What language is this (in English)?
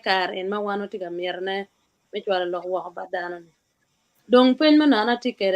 Acoli